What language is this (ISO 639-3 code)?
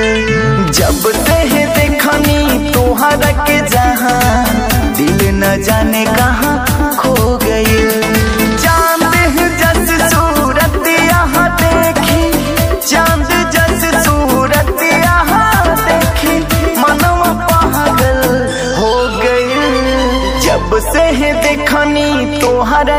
bho